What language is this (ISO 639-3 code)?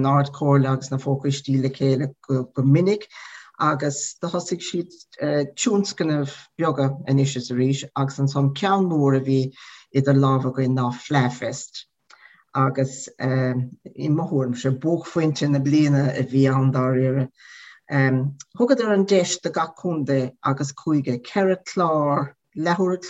gle